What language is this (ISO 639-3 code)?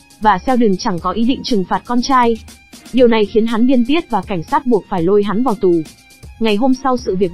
vie